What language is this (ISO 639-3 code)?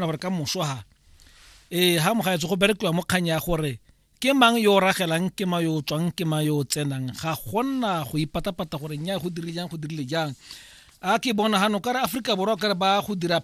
tsn